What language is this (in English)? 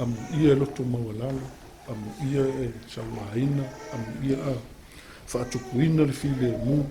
Samoan